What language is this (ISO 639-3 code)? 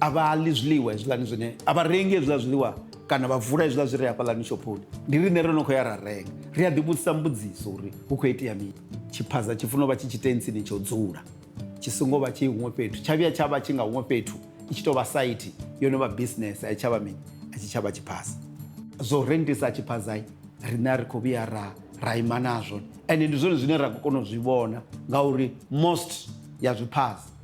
ven